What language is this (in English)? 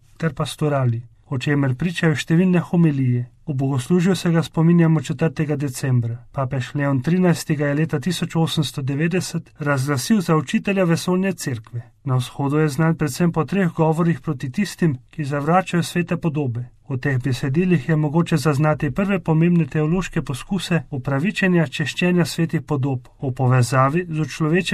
Slovenian